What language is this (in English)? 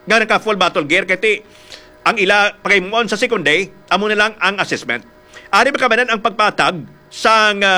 Hiligaynon